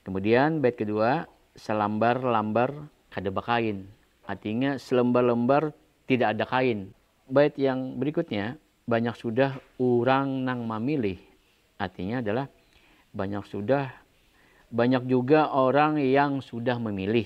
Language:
Banjar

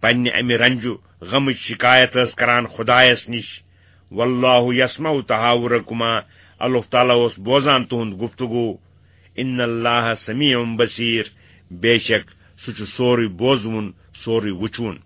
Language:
Kashmiri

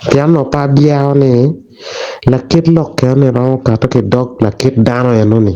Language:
Acoli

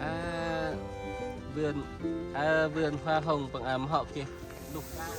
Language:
Central Mnong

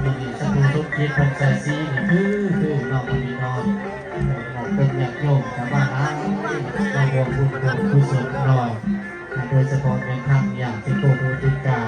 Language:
Lao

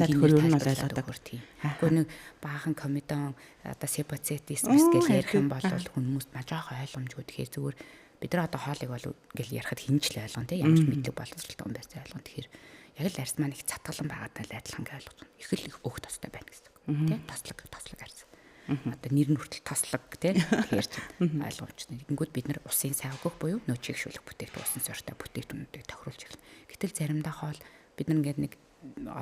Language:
Mongolian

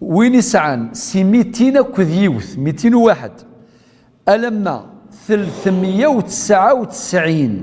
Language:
Kabyle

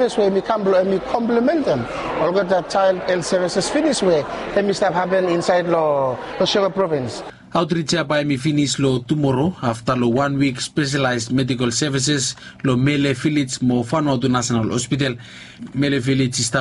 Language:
Bislama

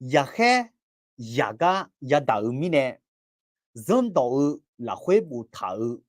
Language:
Akha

